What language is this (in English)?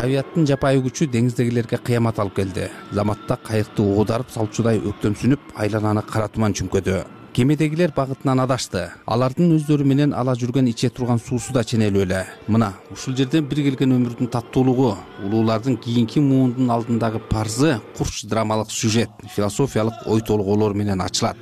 Kyrgyz